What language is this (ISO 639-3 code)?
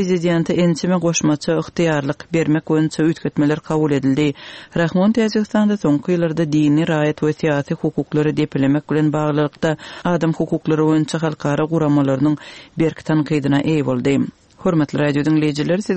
tuk